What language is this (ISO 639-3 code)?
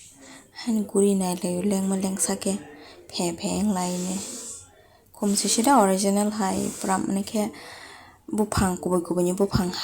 trp